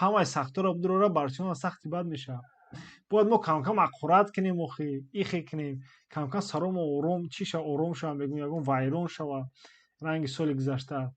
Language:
Tajik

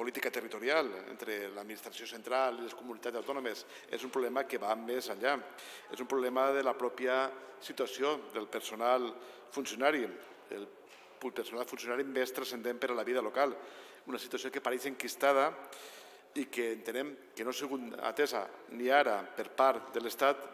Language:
Catalan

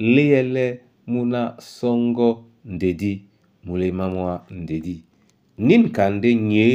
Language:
Duala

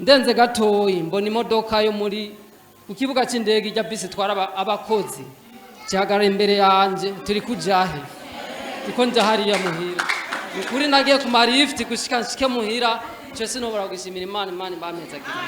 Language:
Rundi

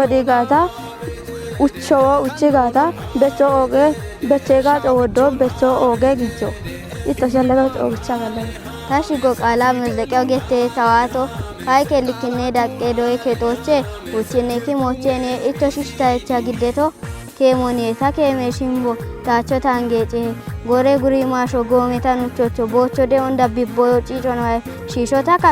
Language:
Kafa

